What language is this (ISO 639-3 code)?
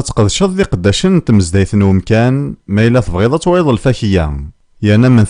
kab